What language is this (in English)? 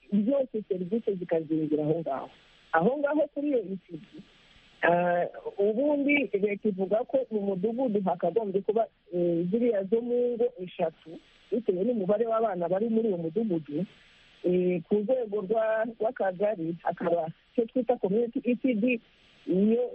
Kinyarwanda